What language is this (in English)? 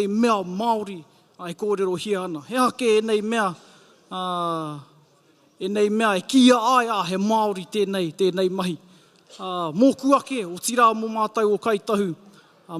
Māori